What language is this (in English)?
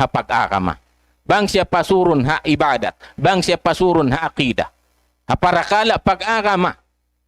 Tausug